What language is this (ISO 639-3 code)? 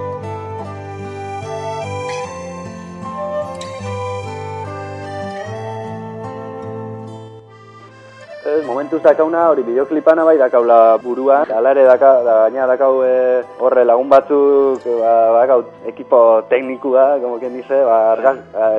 eus